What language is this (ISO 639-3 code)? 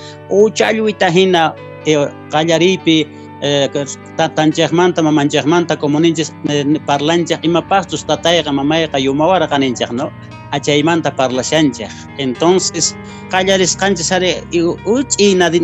que